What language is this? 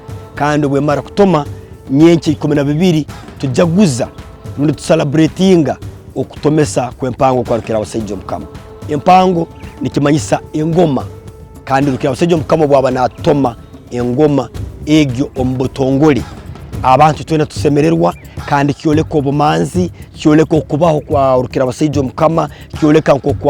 Tooro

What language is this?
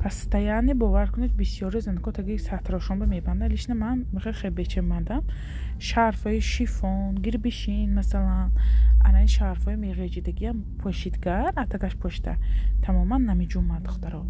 Tajik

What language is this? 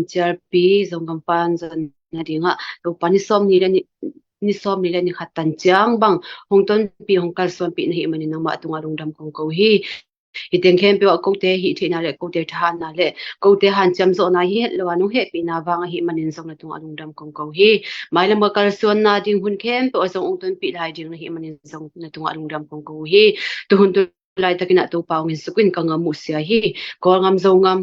Tedim Chin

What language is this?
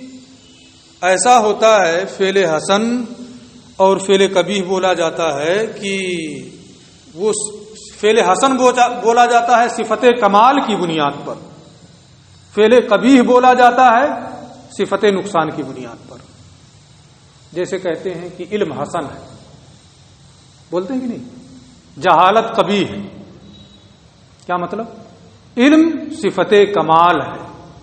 Urdu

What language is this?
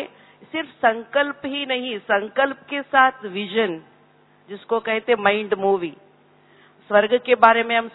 Hindi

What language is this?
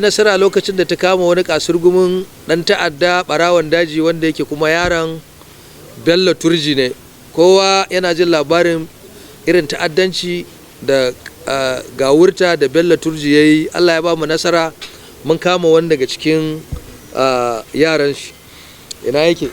Hausa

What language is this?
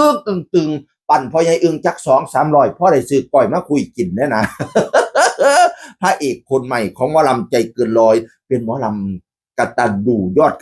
Northeastern Thai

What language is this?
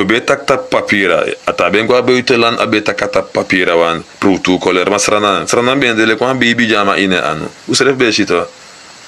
Sranan Tongo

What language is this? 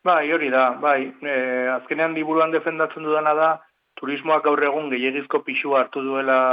Basque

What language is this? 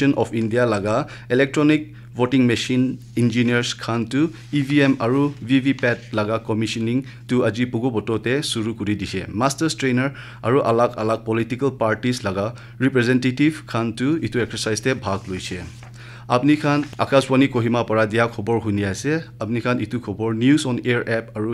Naga Pidgin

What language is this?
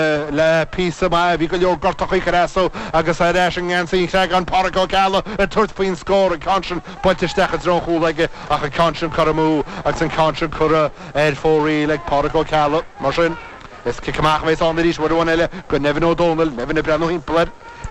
Irish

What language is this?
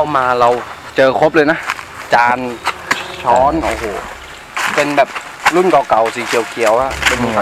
Thai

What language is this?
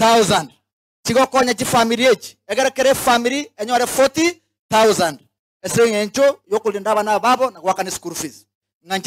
Gusii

